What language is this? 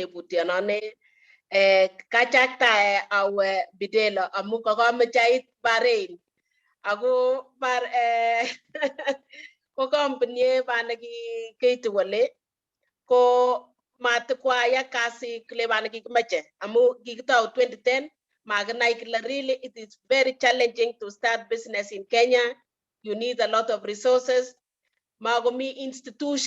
Kalenjin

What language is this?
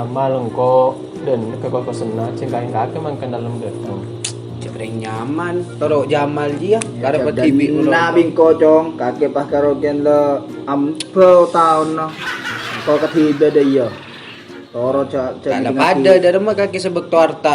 Madurese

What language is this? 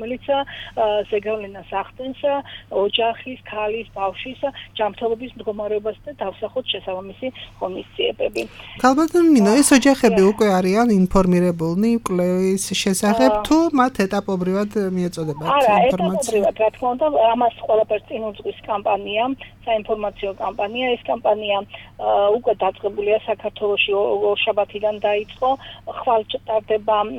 Georgian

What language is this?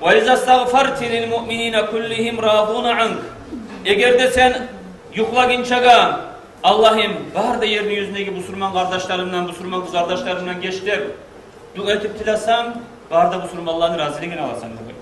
Kumyk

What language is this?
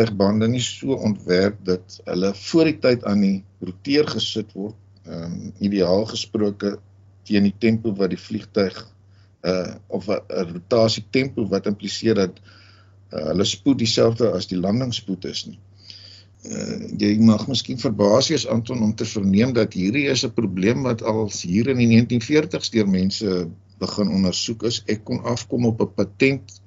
Afrikaans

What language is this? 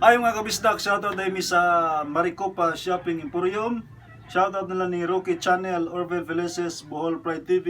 Cebuano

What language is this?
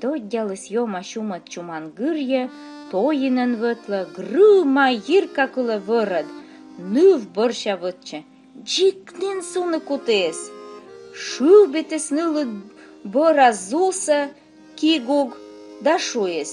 Komi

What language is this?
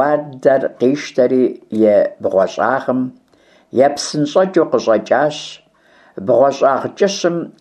Kabardian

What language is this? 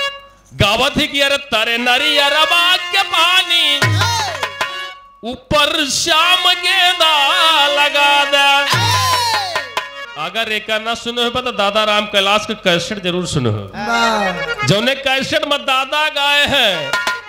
Bhojpuri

